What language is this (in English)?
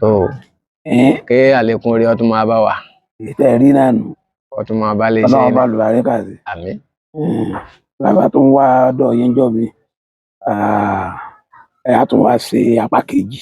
Yoruba